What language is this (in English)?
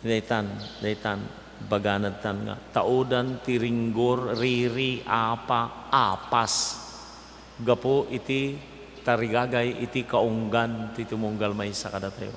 Iloko